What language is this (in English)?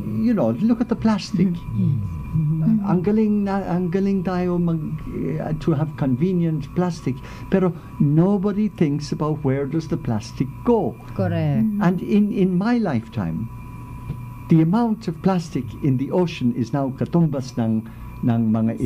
Filipino